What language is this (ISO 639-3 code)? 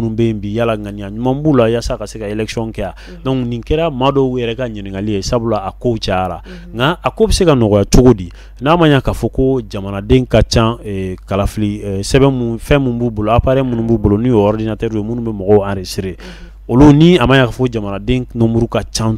bam